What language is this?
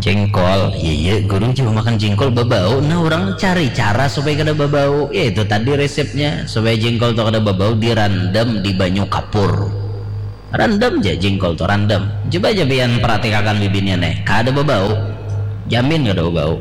Banjar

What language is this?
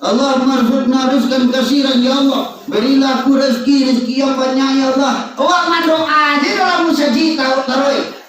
Minangkabau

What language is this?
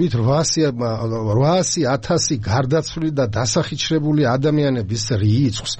Georgian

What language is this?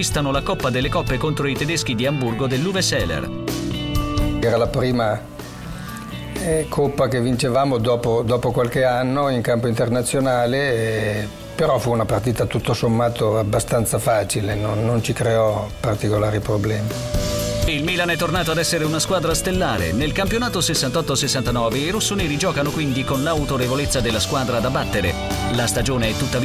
Italian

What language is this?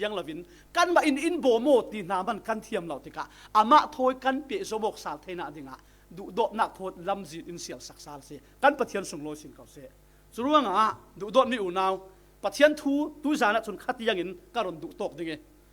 Falam Chin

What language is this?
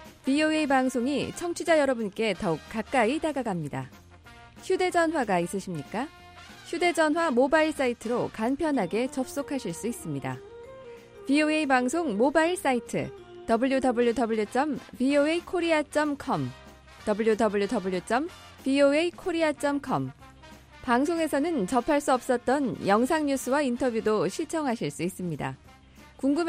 Korean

